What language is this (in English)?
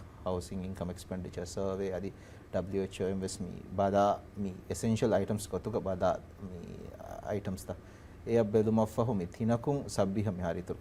Divehi